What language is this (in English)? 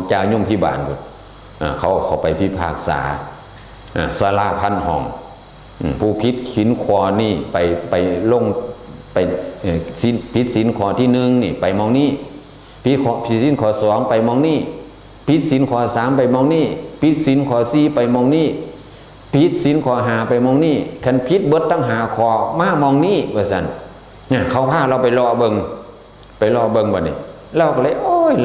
Northeastern Thai